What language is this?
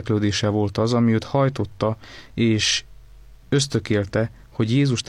Hungarian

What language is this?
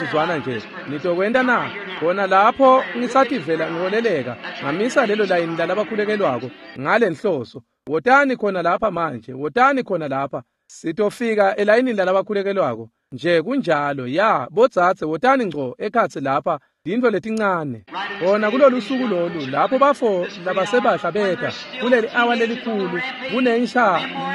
Swati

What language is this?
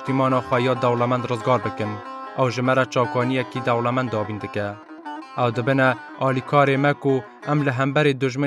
Kurdish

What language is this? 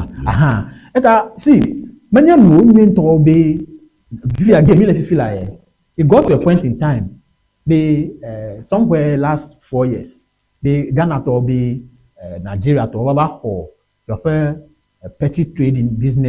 Ewe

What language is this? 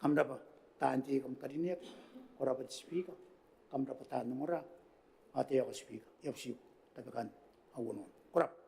Gilbertese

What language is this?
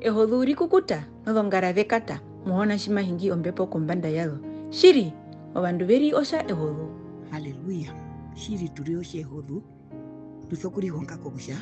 Herero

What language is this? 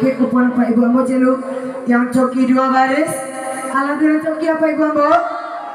Minangkabau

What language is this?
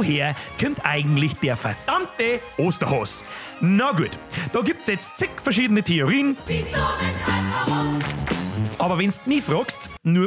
Bavarian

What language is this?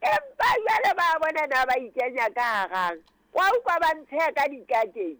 Southern Sotho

